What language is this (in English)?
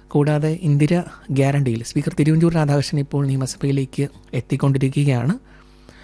Malayalam